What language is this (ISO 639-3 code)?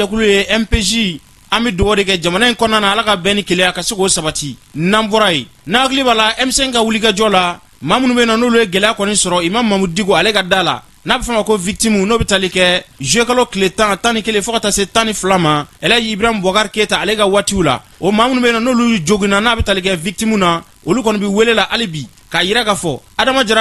bam